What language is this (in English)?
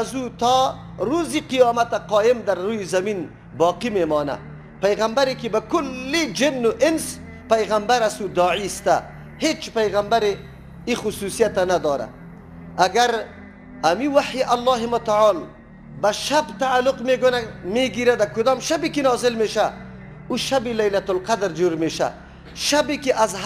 Persian